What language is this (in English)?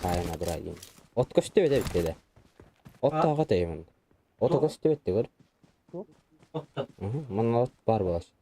Yakut